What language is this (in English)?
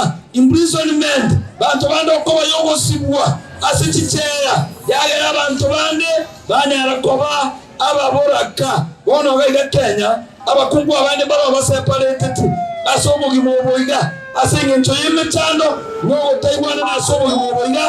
Gusii